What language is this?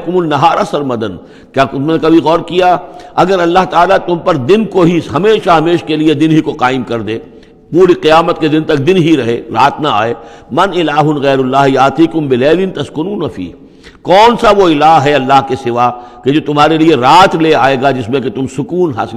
Urdu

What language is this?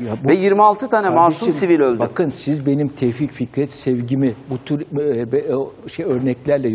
Turkish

